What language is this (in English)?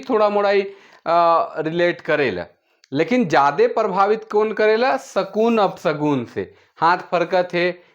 Sadri